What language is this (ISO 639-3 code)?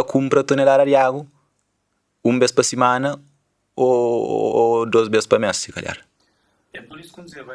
kea